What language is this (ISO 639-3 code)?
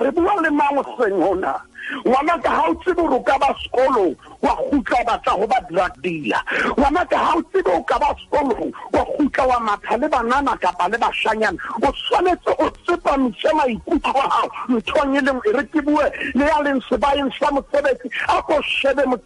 sot